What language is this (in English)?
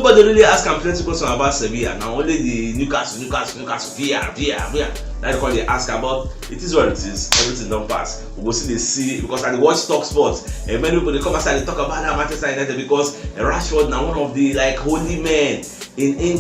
Nigerian Pidgin